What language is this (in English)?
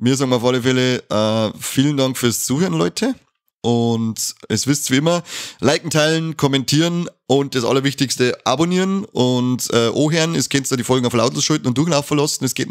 Bavarian